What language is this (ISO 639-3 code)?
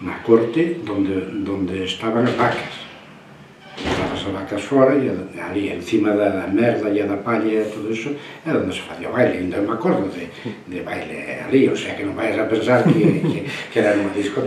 glg